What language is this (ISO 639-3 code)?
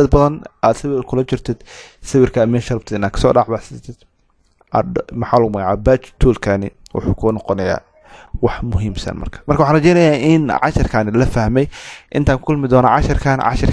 som